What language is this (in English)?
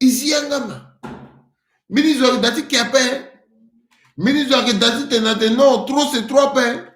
Sango